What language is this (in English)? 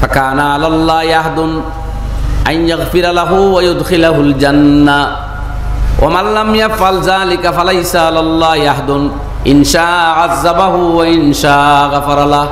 Sylheti